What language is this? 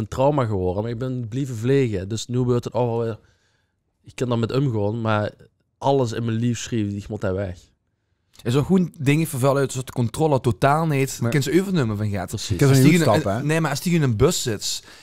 Limburgish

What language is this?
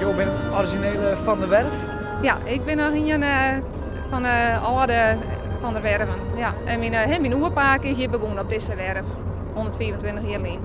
Western Frisian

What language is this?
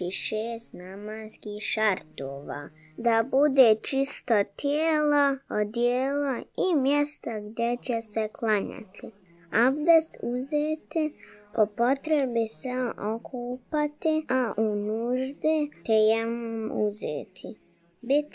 Bosnian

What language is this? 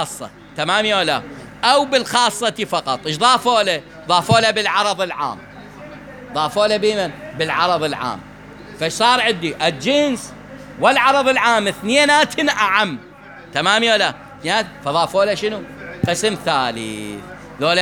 Mesopotamian Arabic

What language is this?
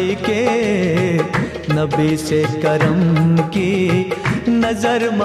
Urdu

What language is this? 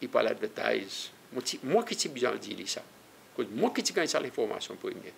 Seselwa Creole French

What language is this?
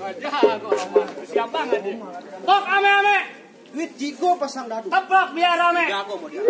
Betawi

